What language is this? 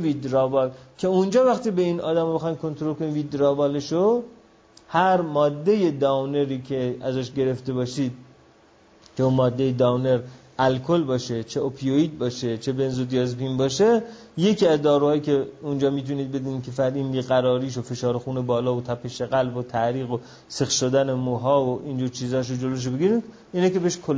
Persian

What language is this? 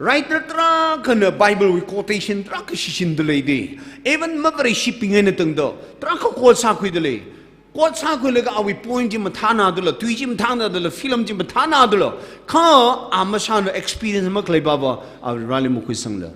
Tangkhul Naga (India)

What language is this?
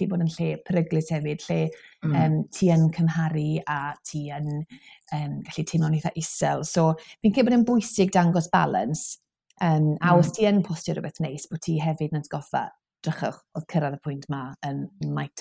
Welsh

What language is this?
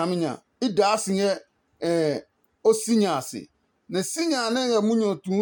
Adangme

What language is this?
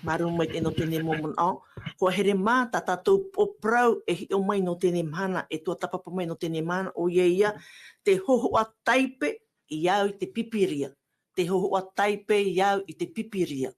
Tahitian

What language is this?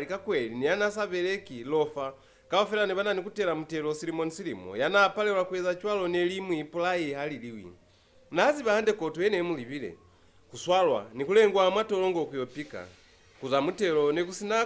Lozi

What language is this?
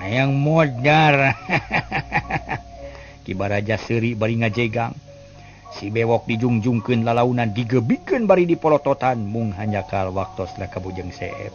Sundanese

